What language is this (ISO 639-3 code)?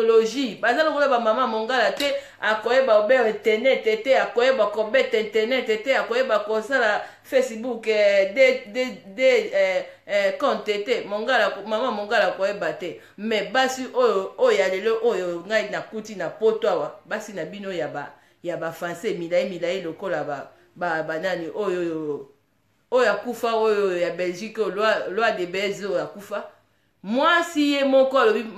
lin